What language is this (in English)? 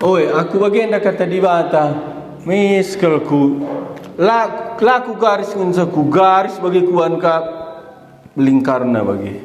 Batak Karo